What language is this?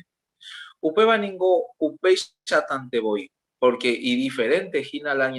Guarani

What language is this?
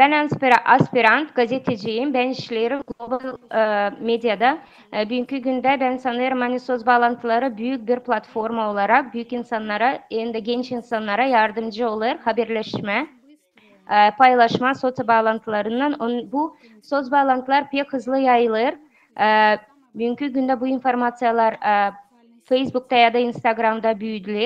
Gagauz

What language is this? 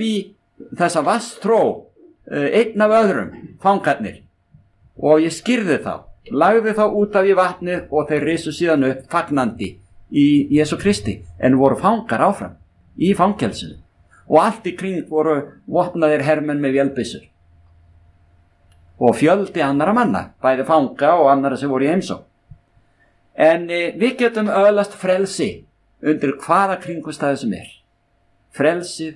Icelandic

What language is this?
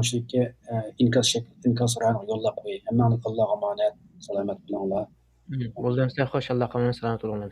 Uyghur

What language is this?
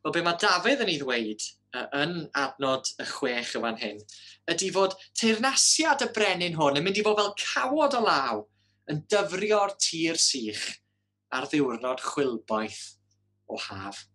Welsh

